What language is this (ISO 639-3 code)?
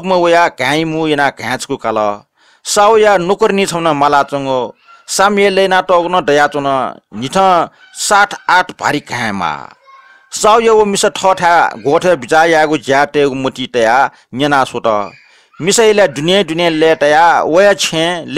new